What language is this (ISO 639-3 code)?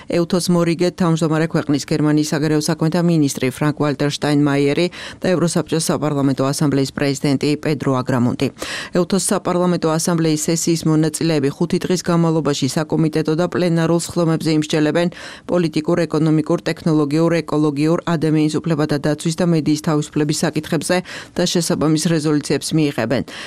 kat